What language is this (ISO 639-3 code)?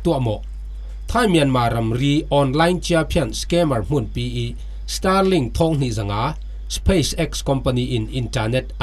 cfm